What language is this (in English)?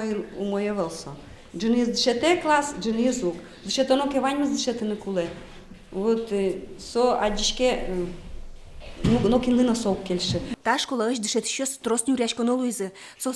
Udmurt